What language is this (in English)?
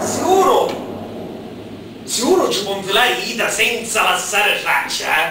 Sicilian